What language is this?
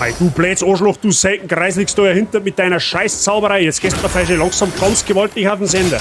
Bavarian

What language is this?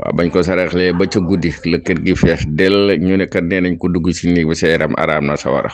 Wolof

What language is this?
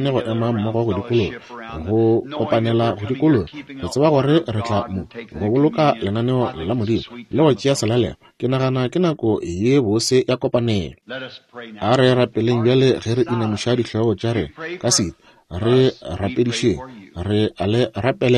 Northern Sotho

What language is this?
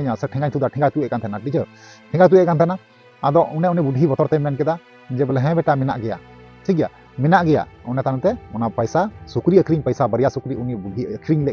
Santali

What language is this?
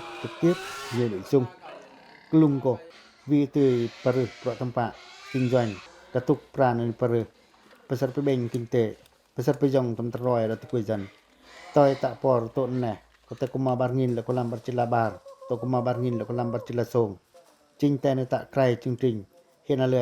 Pacoh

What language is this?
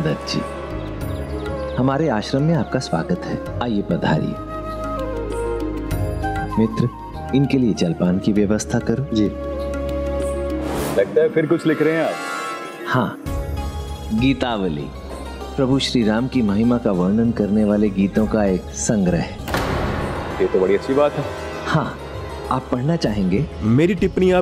Hindi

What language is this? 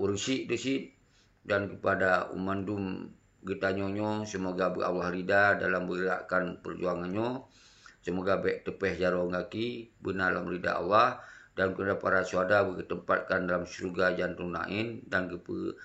Achinese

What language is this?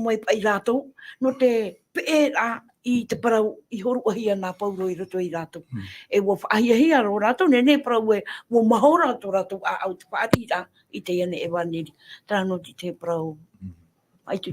Tahitian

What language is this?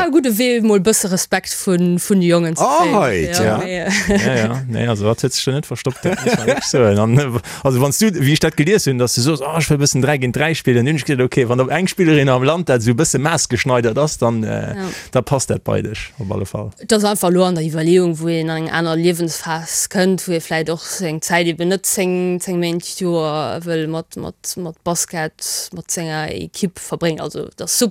Luxembourgish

